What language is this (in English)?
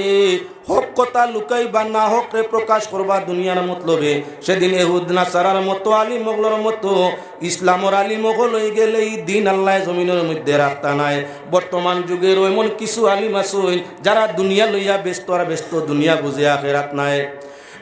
Sylheti